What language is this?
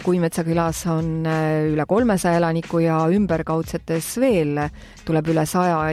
Estonian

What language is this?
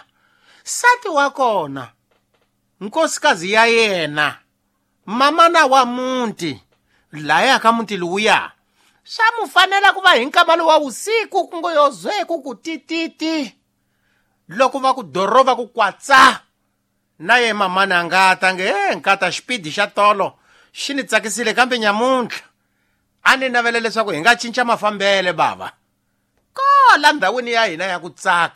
Tsonga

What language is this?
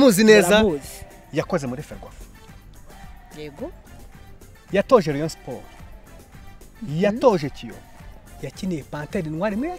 Kinyarwanda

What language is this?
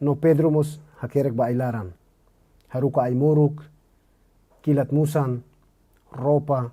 Tetum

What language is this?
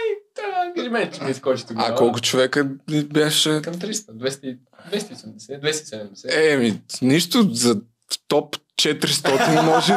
Bulgarian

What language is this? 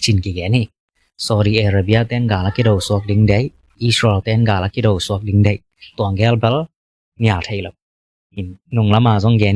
Tedim Chin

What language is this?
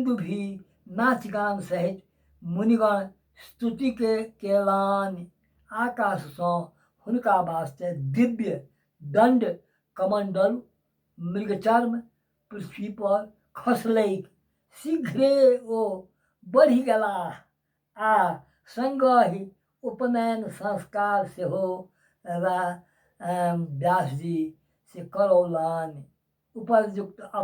Maithili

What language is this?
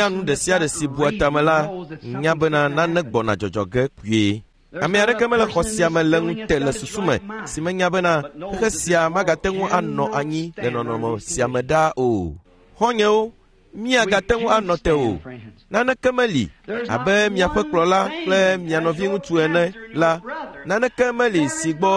Ewe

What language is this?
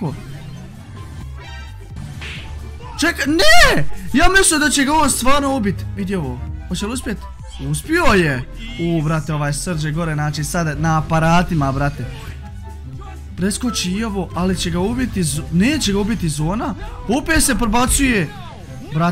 Croatian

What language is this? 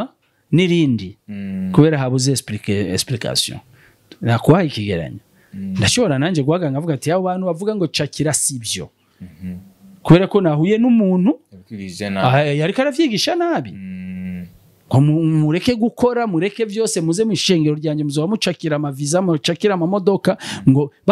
Rundi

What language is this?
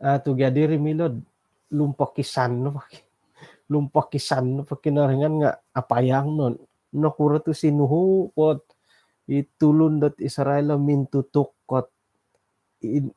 Central Dusun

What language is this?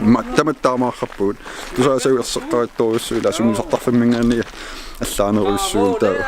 Kalaallisut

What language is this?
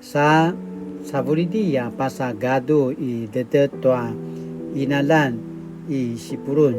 Paiwan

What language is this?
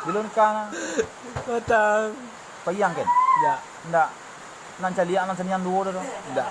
Minangkabau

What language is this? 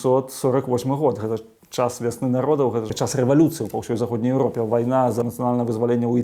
Belarusian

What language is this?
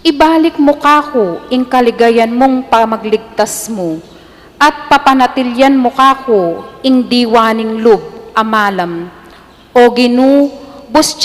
Pampanga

